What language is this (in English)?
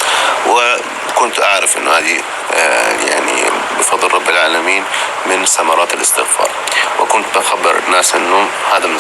North Levantine Arabic